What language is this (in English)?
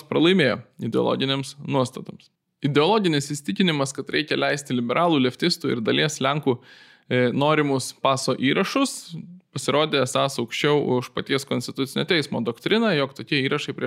Lithuanian